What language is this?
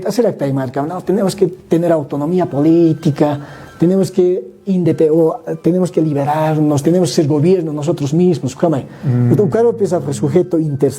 Aymara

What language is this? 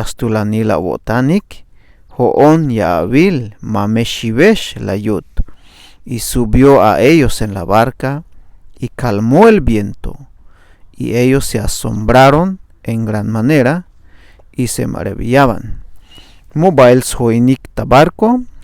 Tzeltal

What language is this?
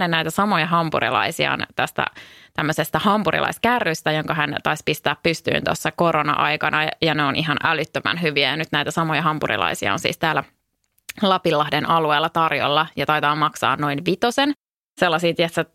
Finnish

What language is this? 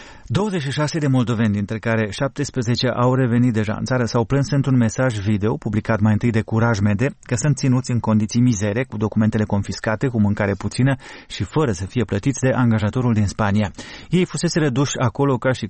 Romanian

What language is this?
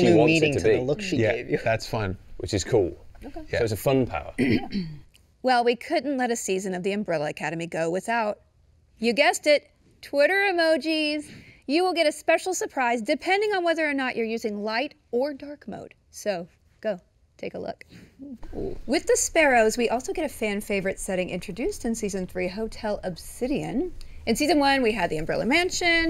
English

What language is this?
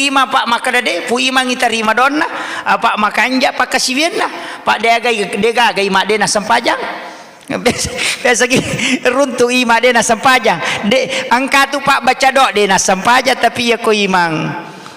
Buginese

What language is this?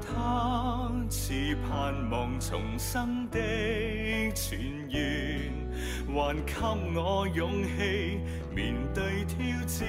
Cantonese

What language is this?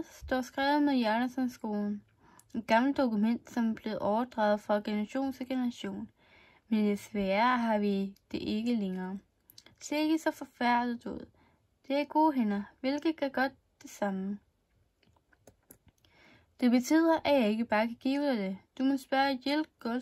Danish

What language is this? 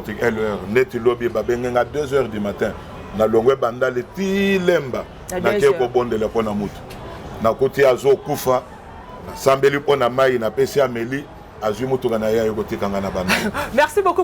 Lingala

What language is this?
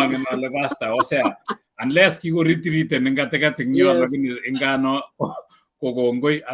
Kalenjin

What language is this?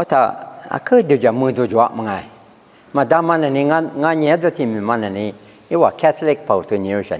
Lisu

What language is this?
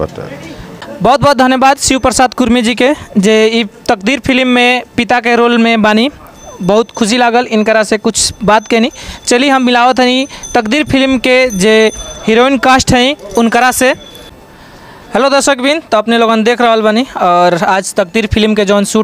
Bhojpuri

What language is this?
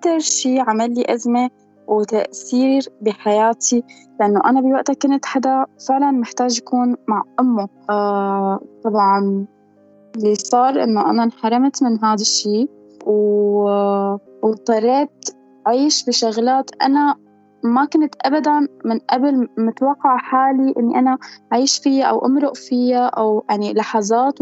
North Levantine Arabic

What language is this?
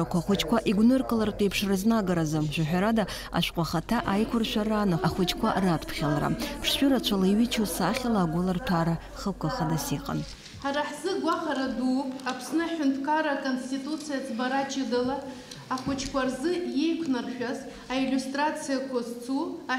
Abkhazian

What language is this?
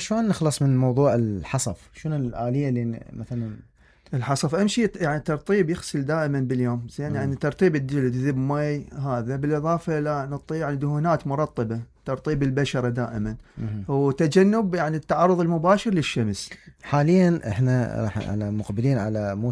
Mesopotamian Arabic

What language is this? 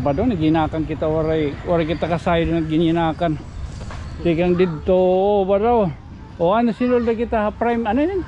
Waray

